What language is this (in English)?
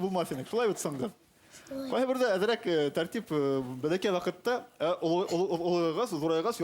Bashkir